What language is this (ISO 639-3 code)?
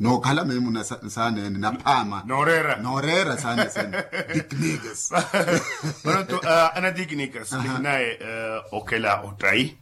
vmw